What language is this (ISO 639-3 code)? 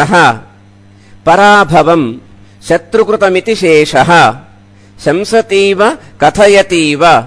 san